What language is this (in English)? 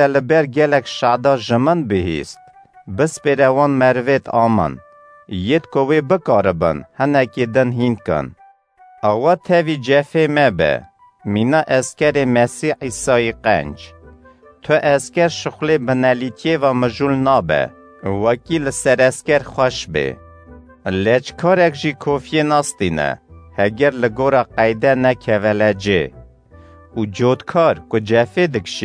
Kurdish